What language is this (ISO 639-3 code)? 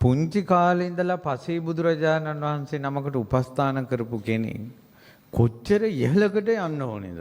sin